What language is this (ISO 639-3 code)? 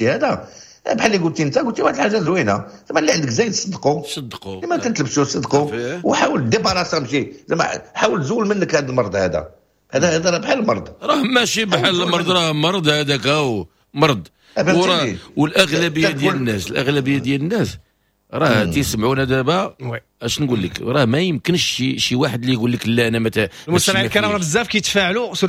ary